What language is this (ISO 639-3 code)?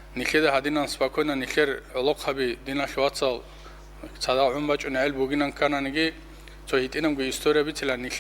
ava